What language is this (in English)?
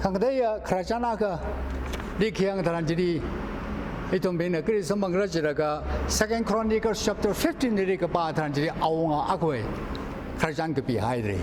Tangkhul Naga (India)